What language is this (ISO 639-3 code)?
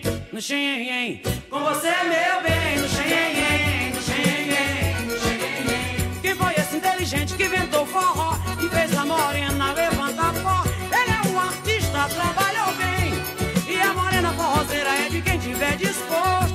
por